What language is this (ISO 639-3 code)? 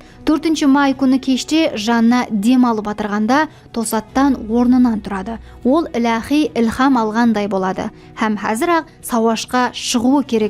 kaa